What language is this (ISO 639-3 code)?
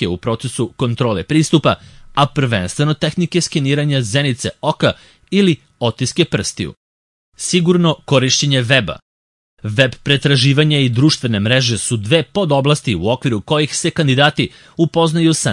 srp